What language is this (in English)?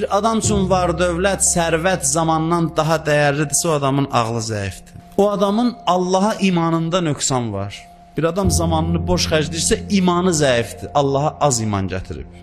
Azerbaijani